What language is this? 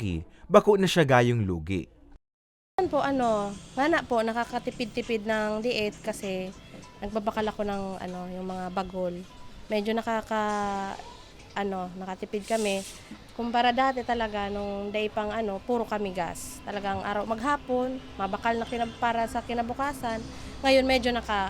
Bikol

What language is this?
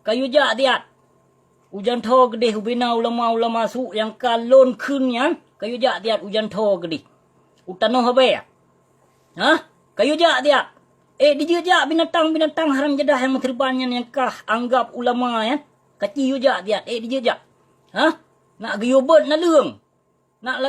Achinese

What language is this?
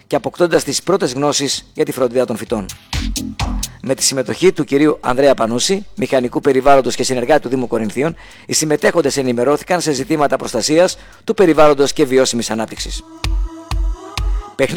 Greek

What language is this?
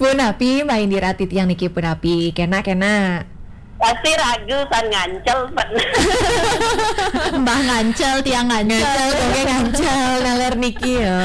Balinese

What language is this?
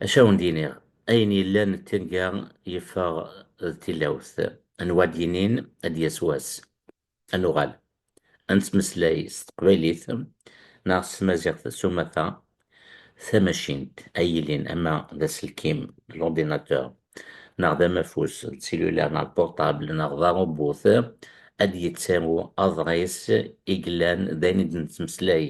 Kabyle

